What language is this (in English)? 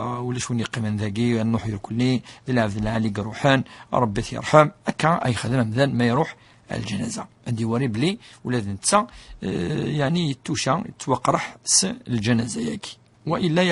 Kabyle